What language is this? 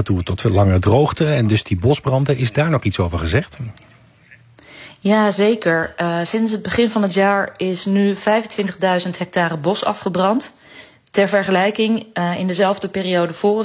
Dutch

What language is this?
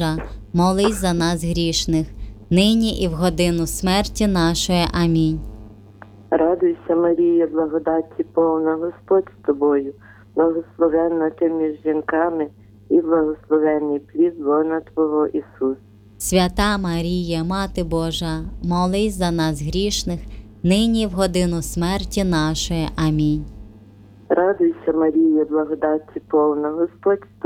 Ukrainian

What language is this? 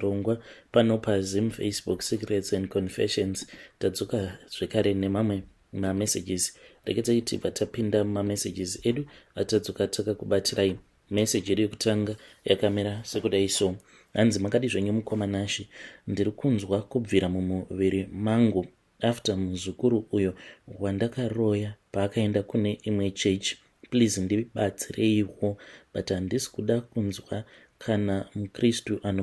Shona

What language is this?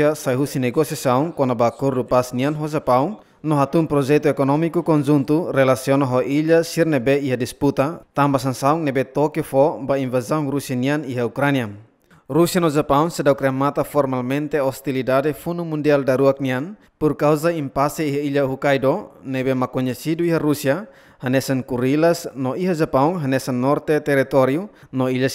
Tetum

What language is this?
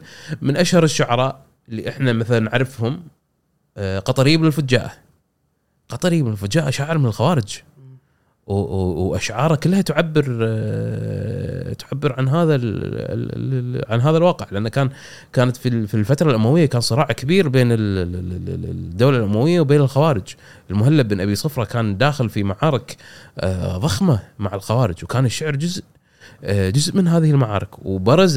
Gulf Arabic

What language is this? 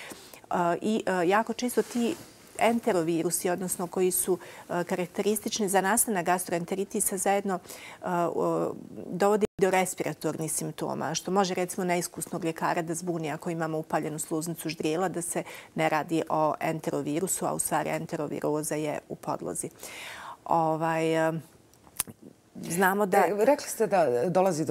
Bosnian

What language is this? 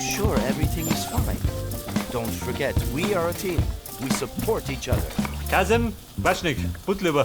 Bavarian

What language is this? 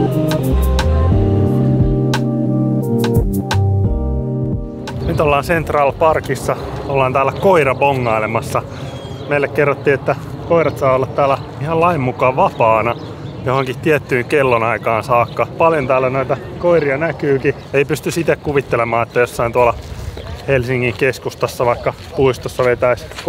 Finnish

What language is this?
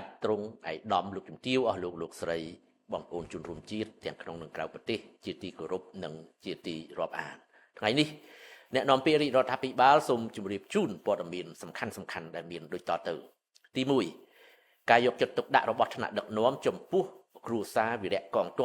Khmer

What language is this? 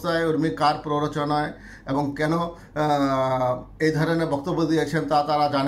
Bangla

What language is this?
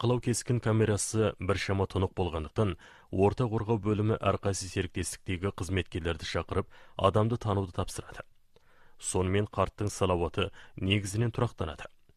Kazakh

